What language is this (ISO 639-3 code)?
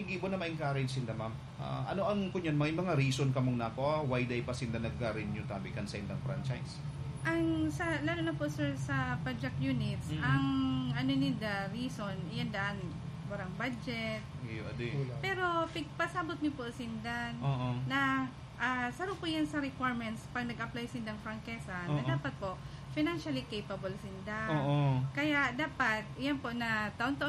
bik